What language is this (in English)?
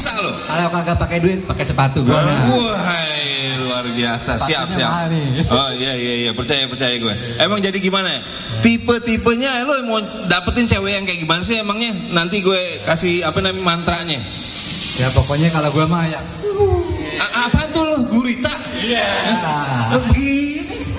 Betawi